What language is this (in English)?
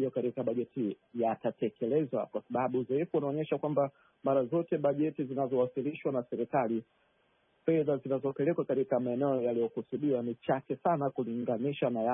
Swahili